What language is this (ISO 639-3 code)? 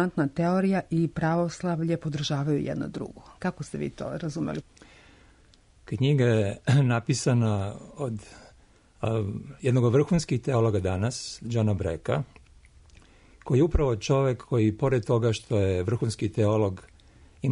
srp